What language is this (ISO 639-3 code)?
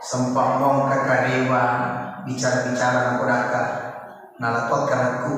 bug